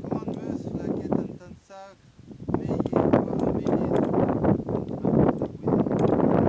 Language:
Breton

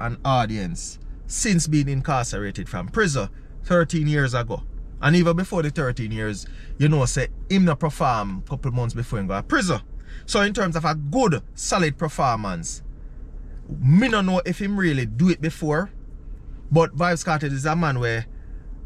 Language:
Jamaican Creole English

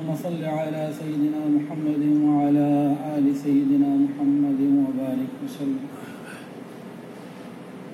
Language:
Urdu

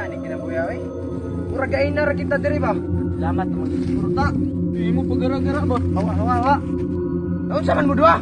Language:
Cebuano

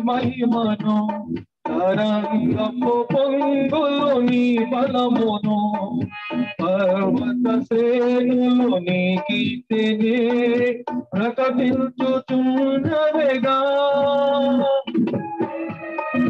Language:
Telugu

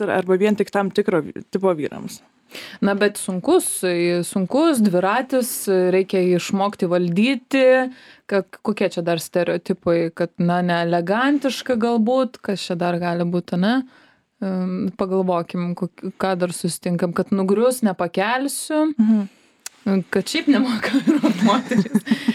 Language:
Lithuanian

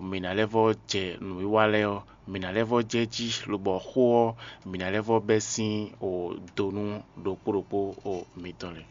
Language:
Fon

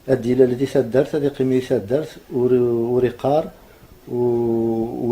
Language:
Kabyle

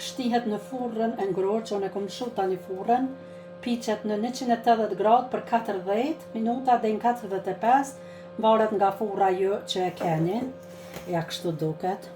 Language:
Albanian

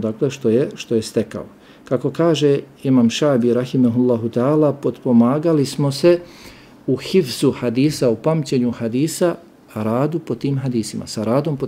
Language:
Bosnian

